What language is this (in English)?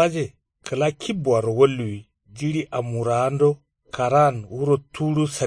Kanuri